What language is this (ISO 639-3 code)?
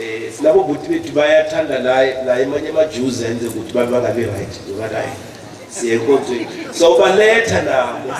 zul